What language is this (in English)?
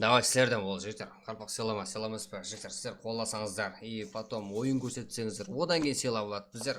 Kara-Kalpak